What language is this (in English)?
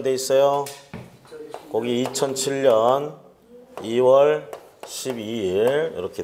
Korean